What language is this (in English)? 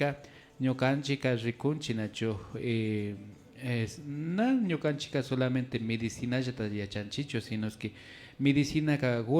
Imbabura Highland Quichua